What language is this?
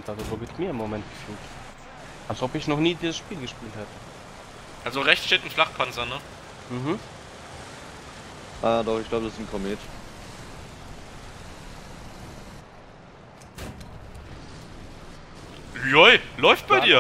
German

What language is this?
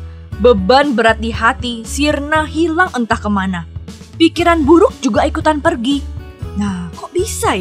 Indonesian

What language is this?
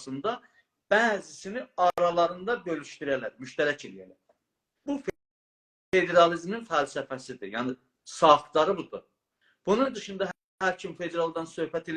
South Azerbaijani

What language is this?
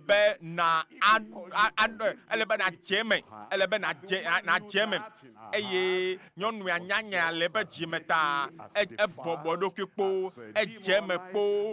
Ewe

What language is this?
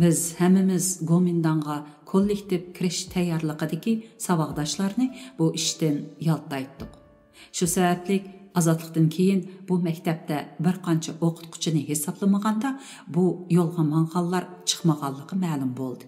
Uyghur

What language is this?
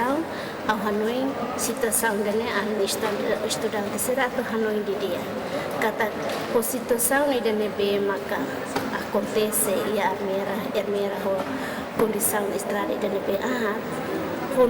Tetum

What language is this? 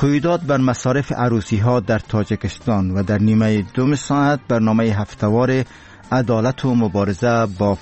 Persian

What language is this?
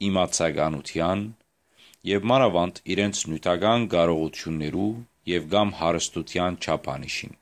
Western Armenian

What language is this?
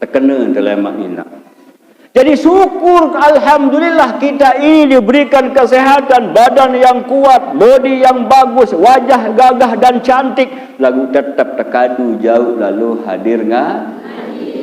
Sasak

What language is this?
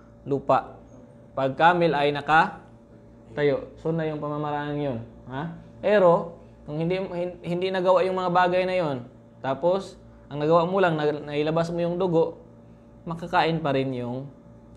Filipino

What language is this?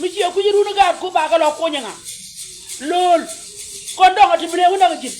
Nuer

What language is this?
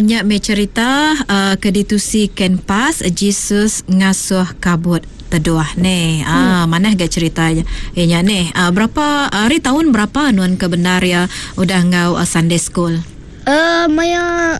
Iban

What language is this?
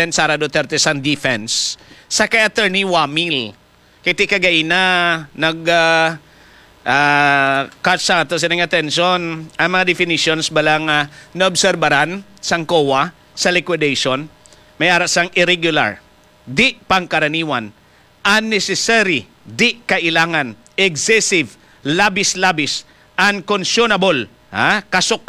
Hiligaynon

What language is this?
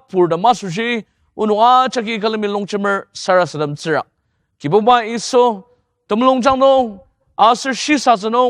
Ao Naga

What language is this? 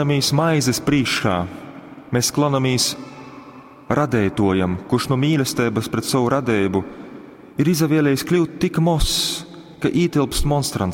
Latgalian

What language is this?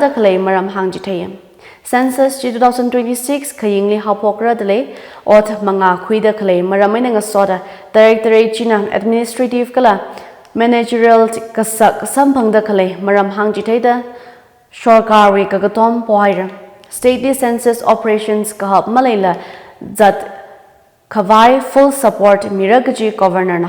Tangkhul Naga (India)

